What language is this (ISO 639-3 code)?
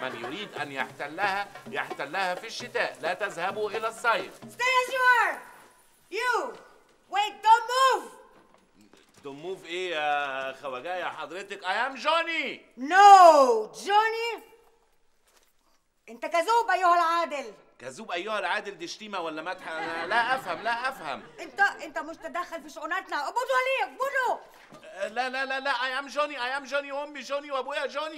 arz